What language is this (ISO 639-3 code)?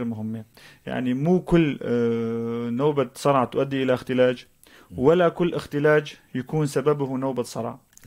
apc